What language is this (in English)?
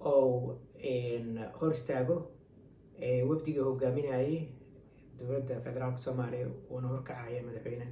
Somali